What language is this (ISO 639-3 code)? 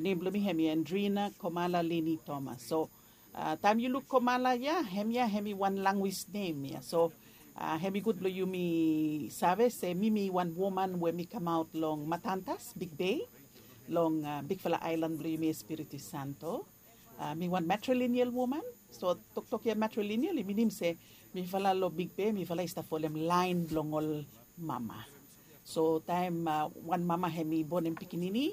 bis